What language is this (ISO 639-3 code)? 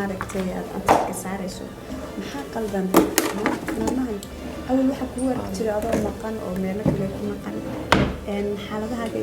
som